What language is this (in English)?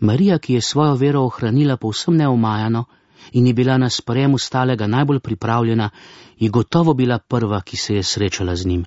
Slovenian